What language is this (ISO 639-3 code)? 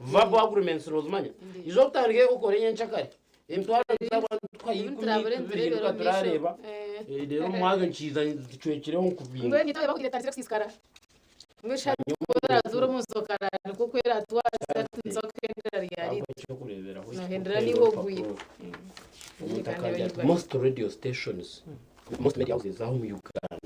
nyn